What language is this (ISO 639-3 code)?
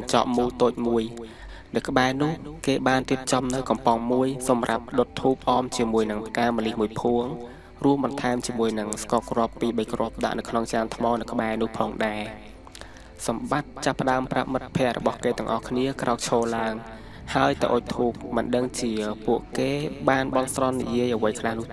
khm